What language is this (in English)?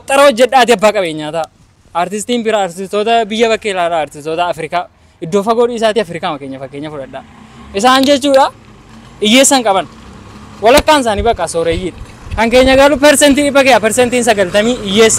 Oromo